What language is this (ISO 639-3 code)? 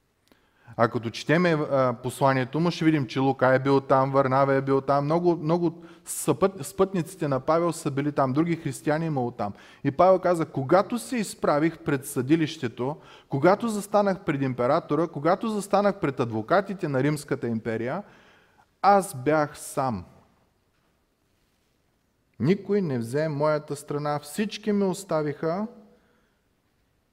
bul